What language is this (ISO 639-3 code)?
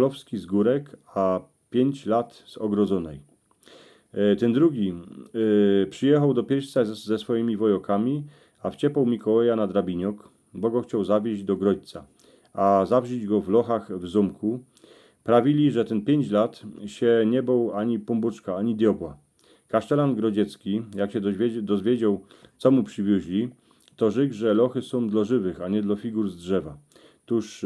szl